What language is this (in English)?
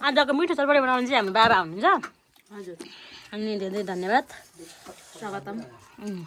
Nepali